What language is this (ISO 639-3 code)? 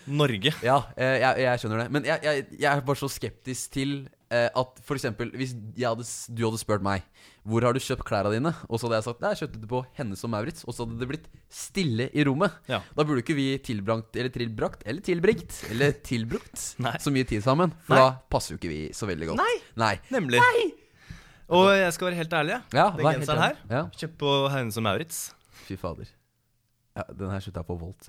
nor